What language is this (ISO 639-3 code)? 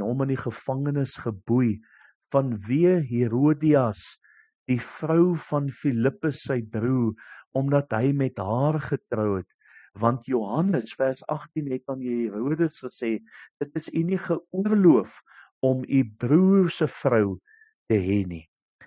afr